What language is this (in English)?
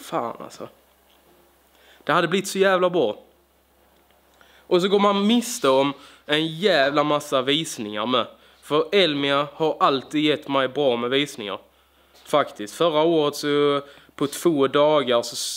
Swedish